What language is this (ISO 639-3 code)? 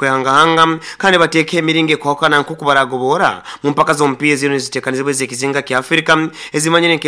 nyo